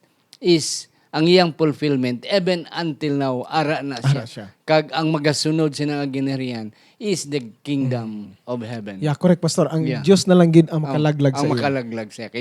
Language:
Hiligaynon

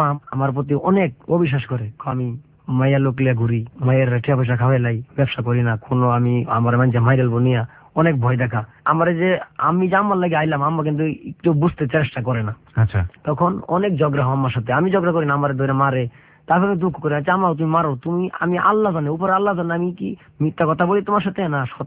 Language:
Bangla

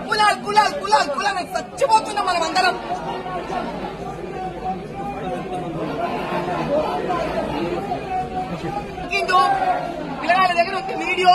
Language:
Telugu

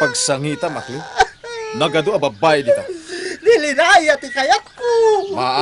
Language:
Iloko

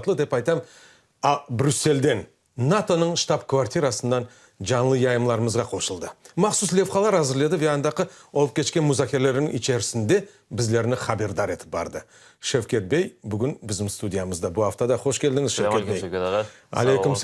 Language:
Crimean Tatar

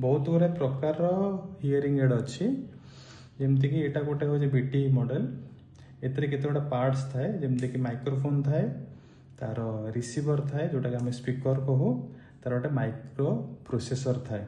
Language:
Odia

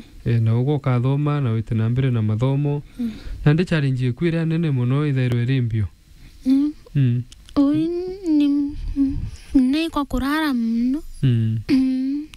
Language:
Meru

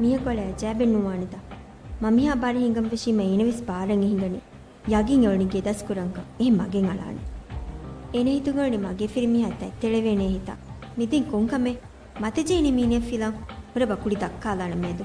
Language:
Divehi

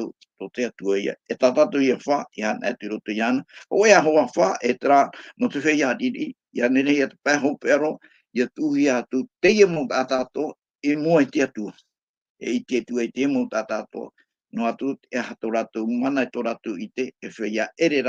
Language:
Tahitian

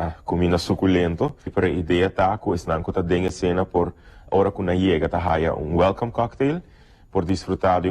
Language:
Papiamento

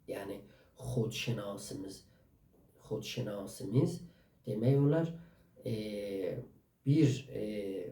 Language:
South Azerbaijani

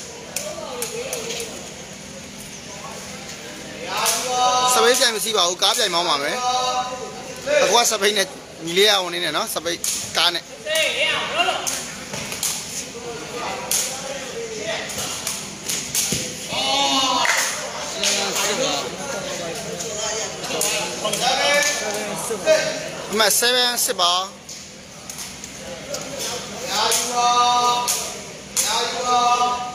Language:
Burmese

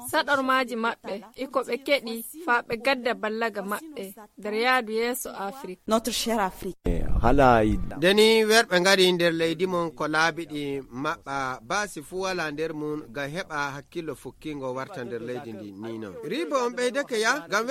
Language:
Nigerian Fulfulde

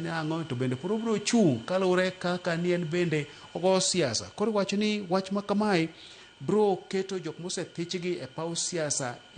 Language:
Luo (Kenya and Tanzania)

